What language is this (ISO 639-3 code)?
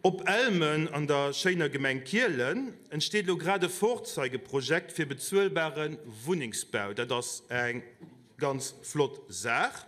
ltz